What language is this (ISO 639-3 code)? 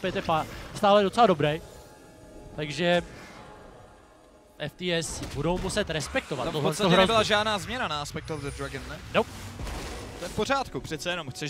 ces